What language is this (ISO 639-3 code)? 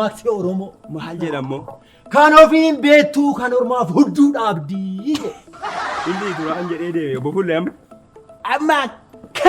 orm